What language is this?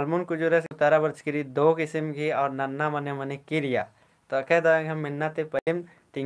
Kurukh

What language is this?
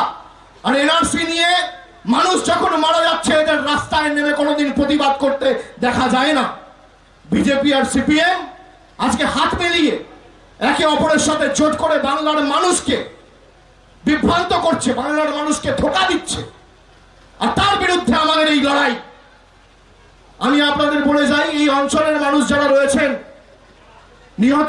Bangla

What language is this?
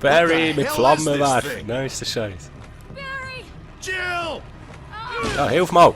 Swiss German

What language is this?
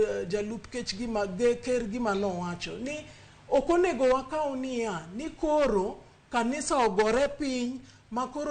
Luo (Kenya and Tanzania)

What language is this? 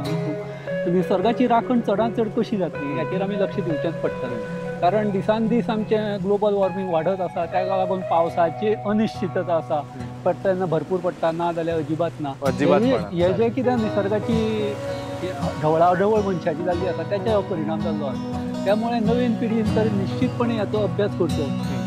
Konkani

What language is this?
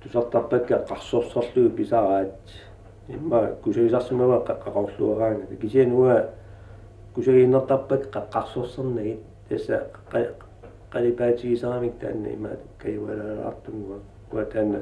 Kalaallisut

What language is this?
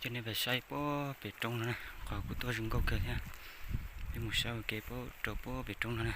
Hmong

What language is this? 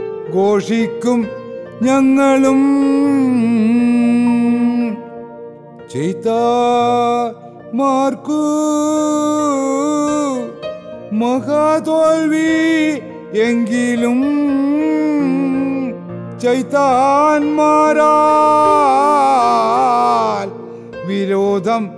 Malayalam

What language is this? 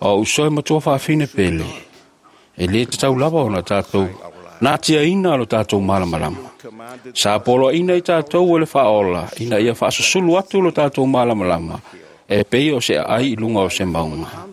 Samoan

